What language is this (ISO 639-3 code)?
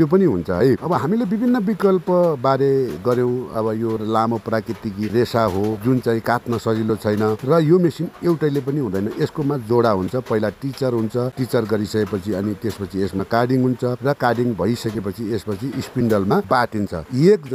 nep